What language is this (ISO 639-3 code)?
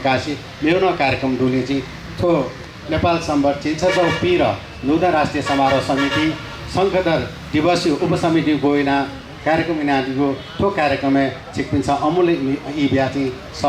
new